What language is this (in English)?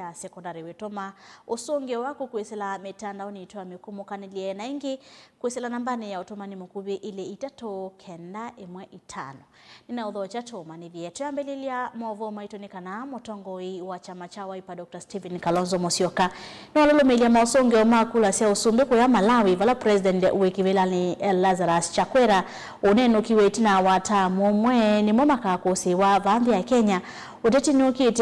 Kamba